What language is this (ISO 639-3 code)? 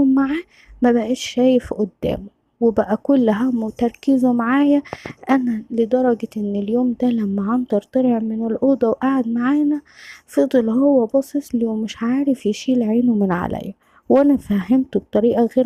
arz